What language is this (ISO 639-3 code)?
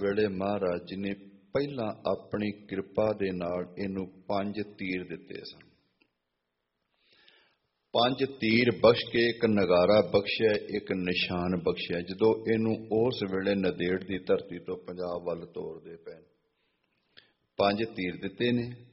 pan